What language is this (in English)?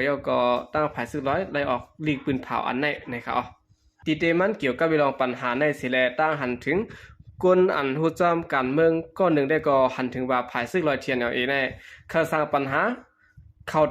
Shan